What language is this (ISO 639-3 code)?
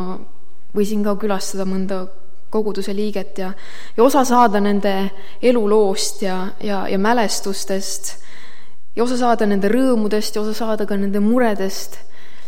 est